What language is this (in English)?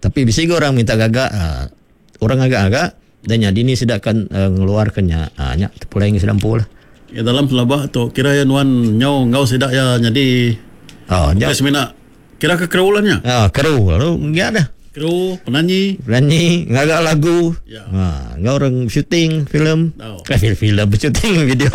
Iban